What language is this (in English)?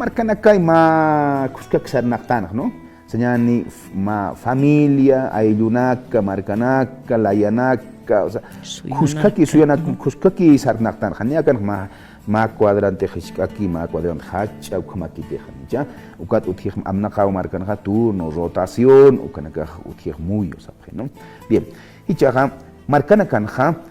Aymara